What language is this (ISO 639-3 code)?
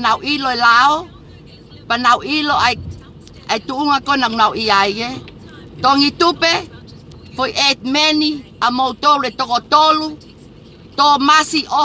ton